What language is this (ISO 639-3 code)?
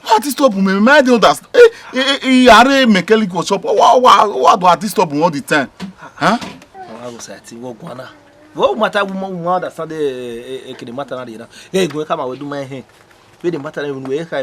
bin